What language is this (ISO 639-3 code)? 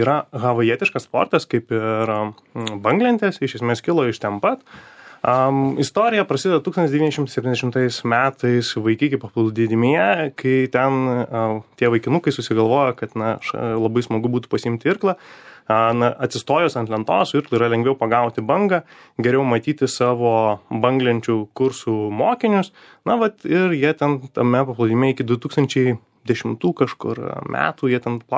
lit